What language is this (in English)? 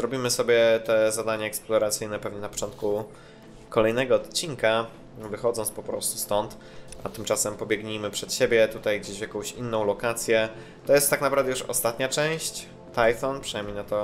Polish